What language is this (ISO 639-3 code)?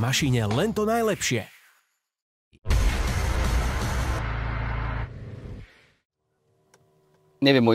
slk